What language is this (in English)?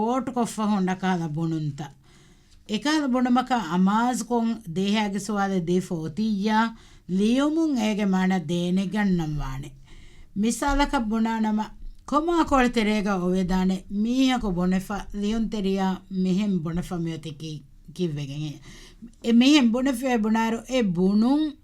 Divehi